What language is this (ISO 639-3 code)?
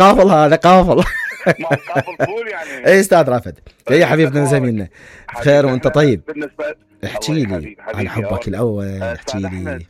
acm